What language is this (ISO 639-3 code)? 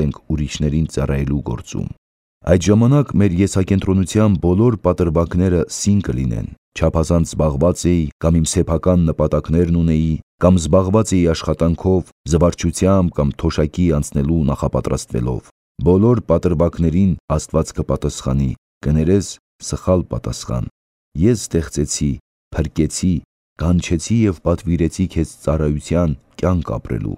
hye